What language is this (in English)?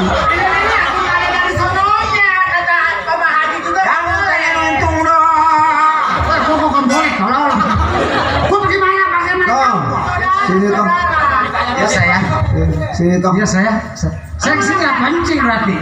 Betawi